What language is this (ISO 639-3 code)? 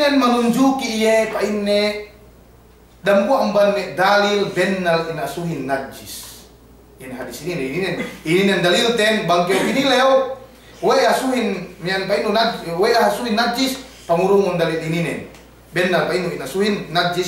yka